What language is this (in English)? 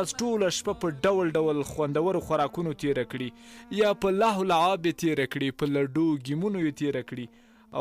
Pashto